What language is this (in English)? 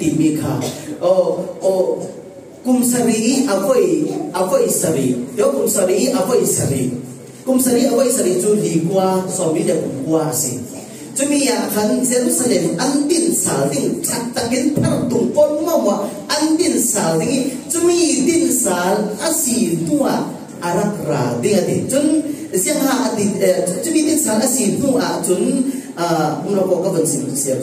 Falam Chin